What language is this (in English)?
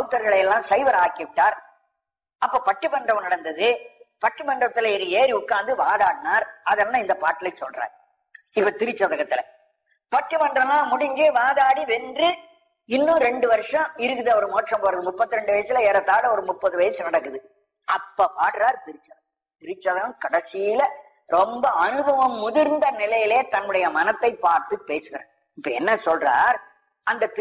Tamil